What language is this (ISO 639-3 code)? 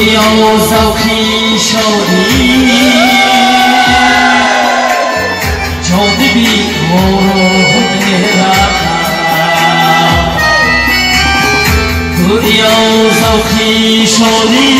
fas